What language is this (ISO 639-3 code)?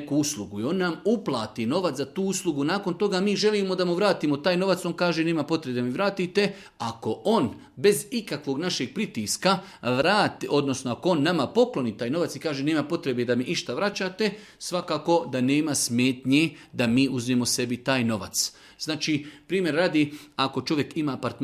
bos